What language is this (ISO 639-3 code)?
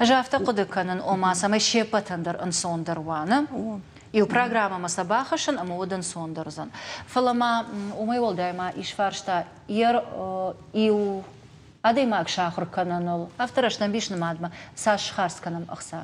oss